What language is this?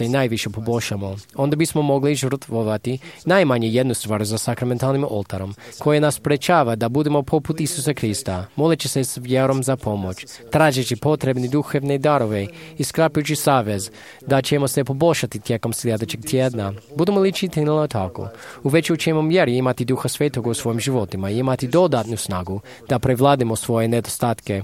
Croatian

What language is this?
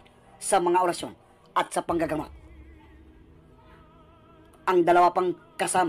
Filipino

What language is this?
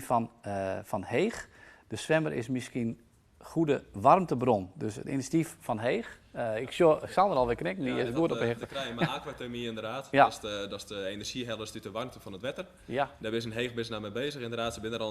Western Frisian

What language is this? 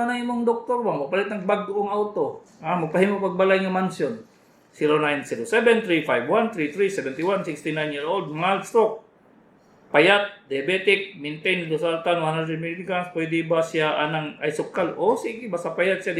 Cebuano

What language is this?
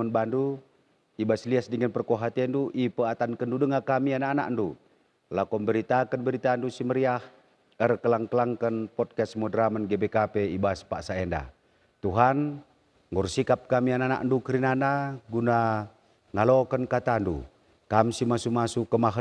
Batak Karo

